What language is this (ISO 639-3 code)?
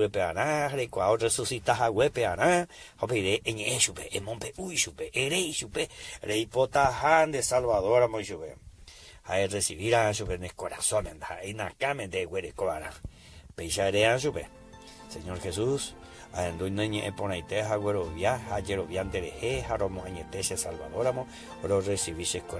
grn